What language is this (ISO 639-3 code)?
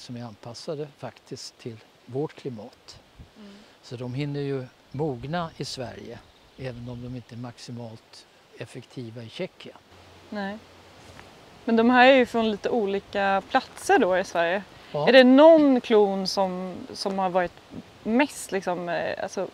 swe